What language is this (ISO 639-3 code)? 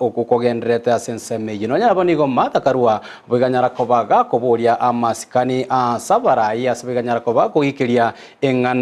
guz